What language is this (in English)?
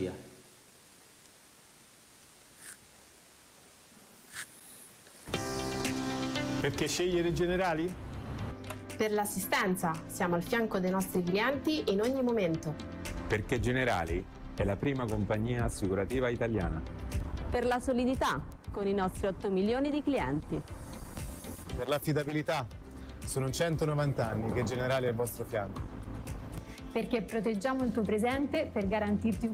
Italian